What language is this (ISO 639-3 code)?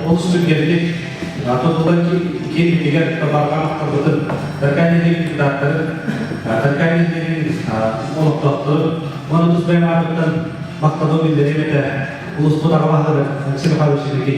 sah